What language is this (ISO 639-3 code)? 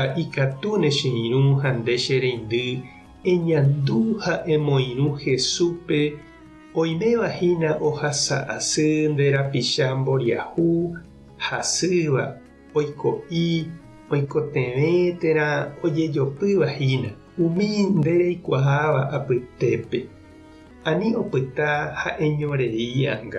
grn